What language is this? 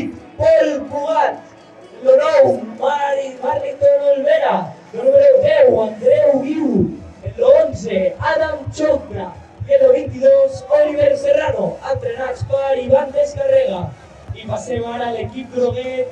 Catalan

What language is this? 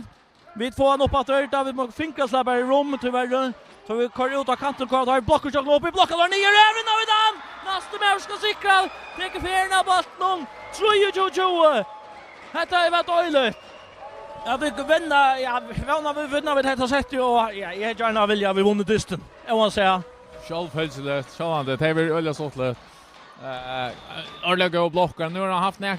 Faroese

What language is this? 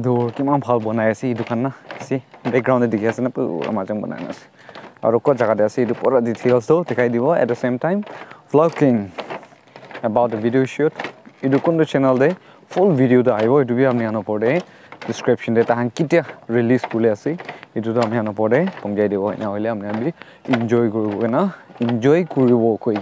Naga Pidgin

